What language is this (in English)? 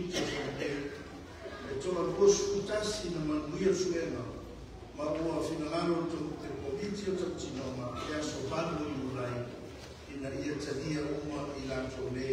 Samoan